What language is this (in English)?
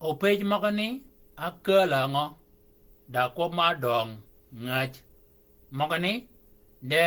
Shilluk